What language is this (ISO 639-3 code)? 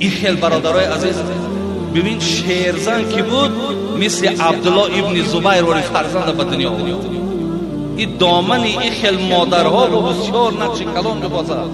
tgk